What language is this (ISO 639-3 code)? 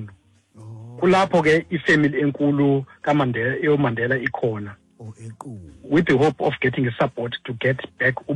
xho